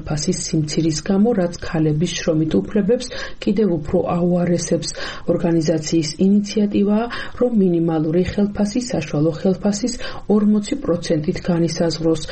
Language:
Georgian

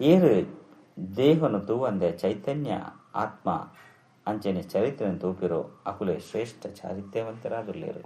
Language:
Tulu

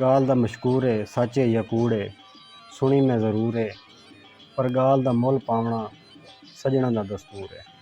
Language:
Saraiki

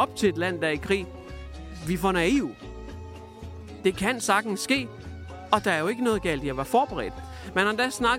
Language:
Danish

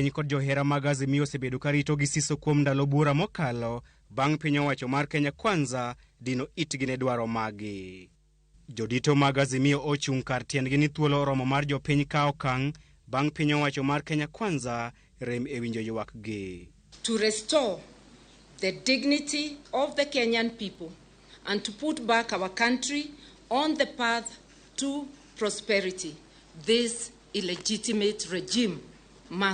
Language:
Luo (Kenya and Tanzania)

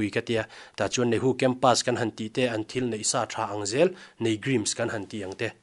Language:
Mizo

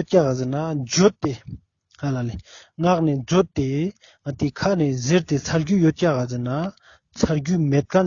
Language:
Ladakhi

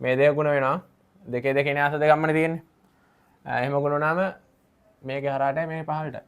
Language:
Sinhala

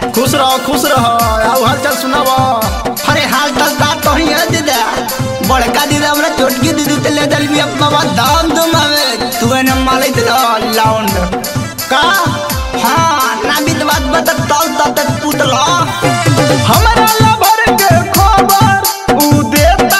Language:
Bhojpuri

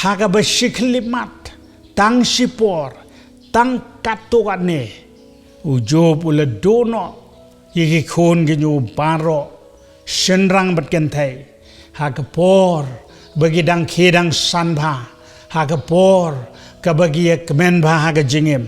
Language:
Khasi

